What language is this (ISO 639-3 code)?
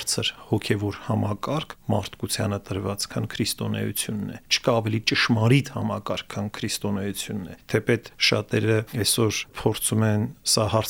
hye